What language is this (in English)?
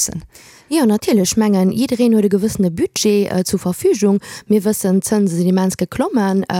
Luxembourgish